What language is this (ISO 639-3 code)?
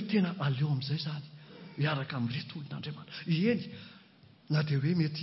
mlg